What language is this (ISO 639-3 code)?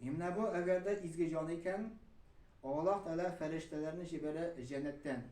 tat